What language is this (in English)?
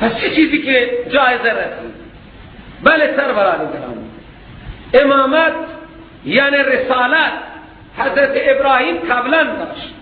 Persian